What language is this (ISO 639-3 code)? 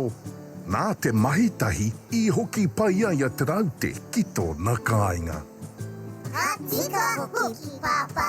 mri